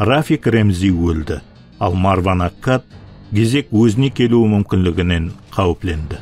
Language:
Kara-Kalpak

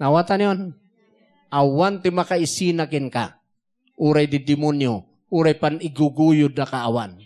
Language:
Iloko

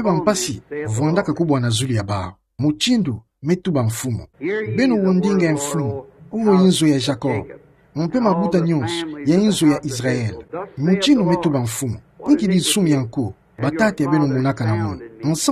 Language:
Kituba (Democratic Republic of Congo)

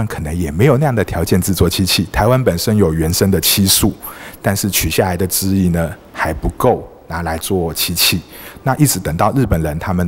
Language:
Chinese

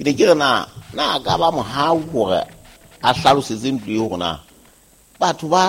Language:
Southern Sotho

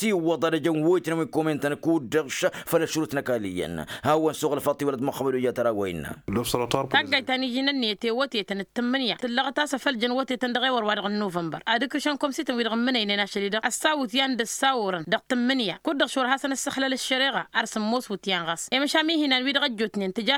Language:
Tamasheq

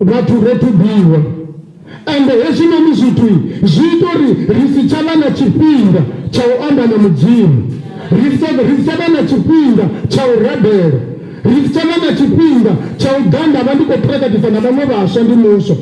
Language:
Venda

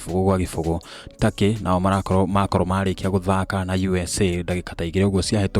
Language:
Kikuyu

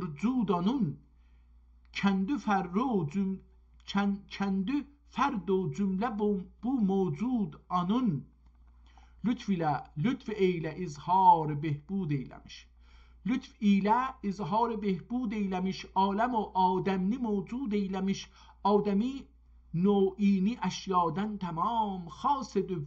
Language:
South Azerbaijani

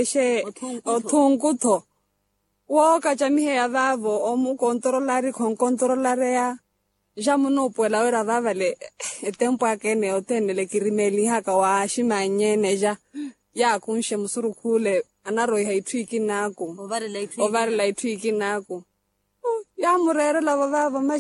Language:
Makhuwa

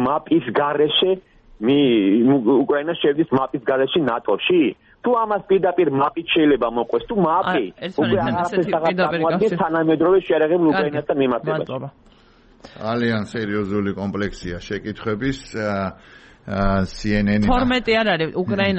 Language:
Georgian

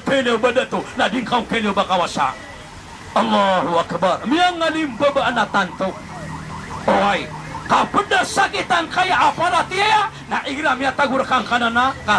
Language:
Maranao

